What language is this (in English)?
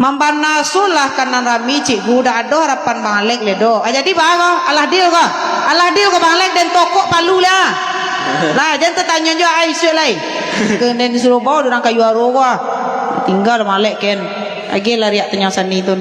Minangkabau